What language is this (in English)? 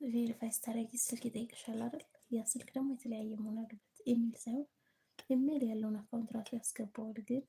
Amharic